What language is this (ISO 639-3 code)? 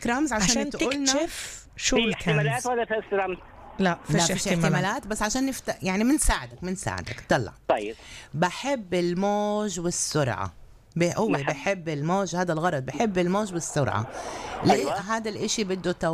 apc